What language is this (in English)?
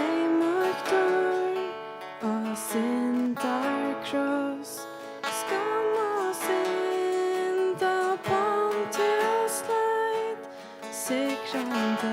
Faroese